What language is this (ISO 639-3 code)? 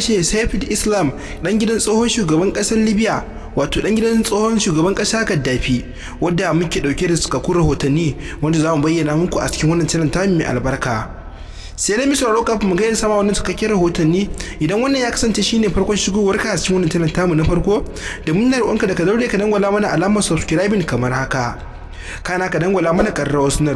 hau